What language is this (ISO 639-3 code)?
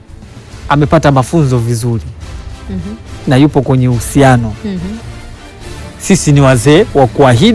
swa